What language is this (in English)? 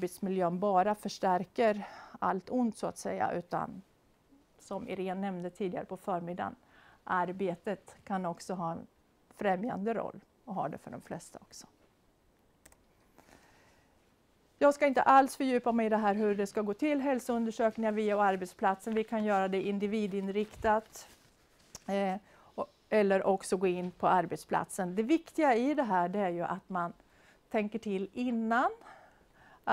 Swedish